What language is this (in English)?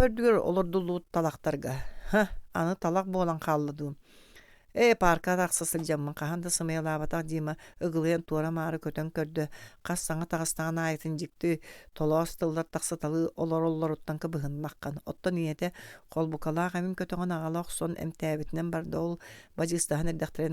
Yakut